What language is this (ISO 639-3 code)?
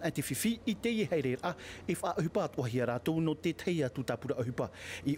tah